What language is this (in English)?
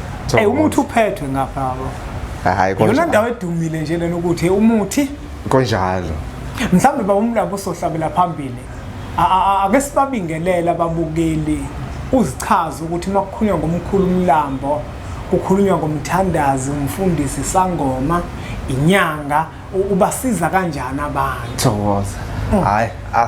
Zulu